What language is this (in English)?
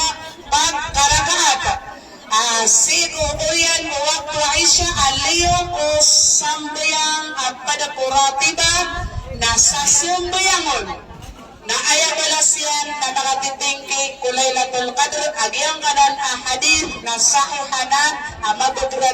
Maranao